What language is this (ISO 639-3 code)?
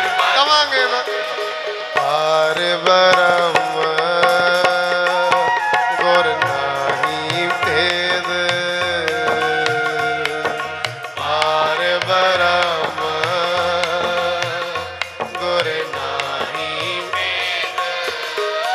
pan